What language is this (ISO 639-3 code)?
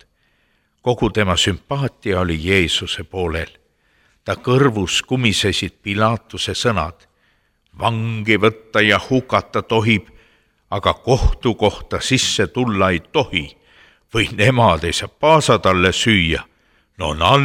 est